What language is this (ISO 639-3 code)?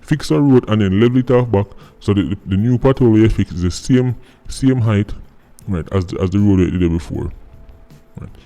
jam